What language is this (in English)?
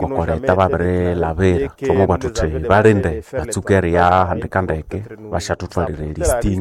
Nande